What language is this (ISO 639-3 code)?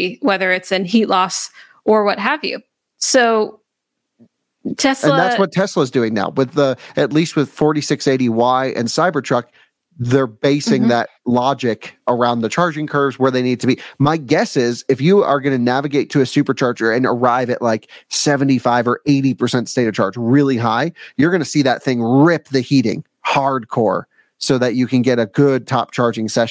eng